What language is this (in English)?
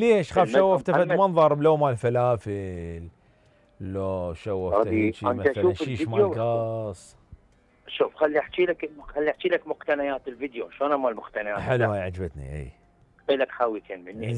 Mesopotamian Arabic